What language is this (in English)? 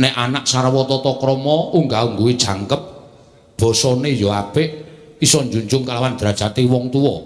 Javanese